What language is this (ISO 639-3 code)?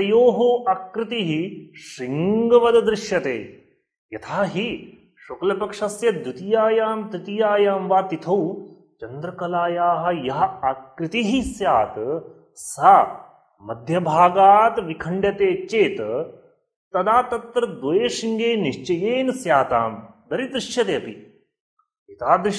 san